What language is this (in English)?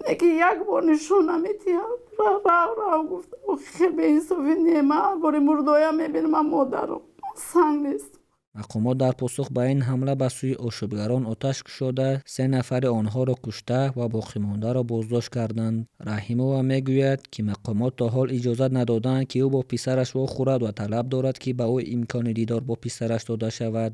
Tajik